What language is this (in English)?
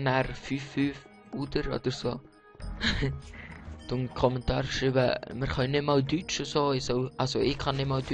Swiss German